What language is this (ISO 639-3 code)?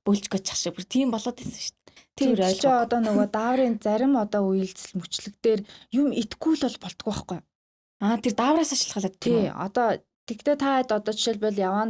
mon